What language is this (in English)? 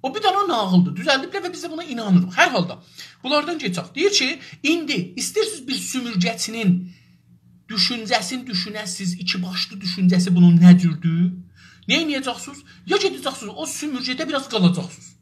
South Azerbaijani